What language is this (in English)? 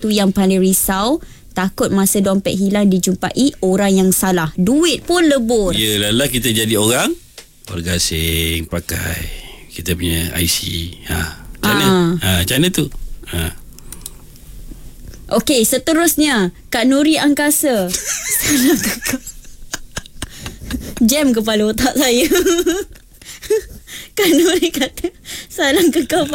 Malay